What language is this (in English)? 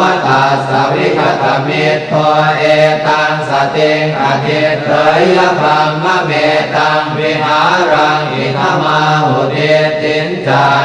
Pali